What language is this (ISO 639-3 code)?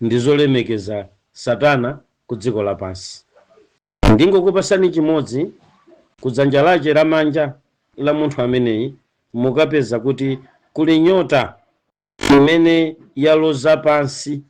nya